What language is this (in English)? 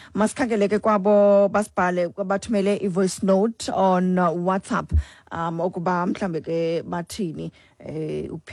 Xhosa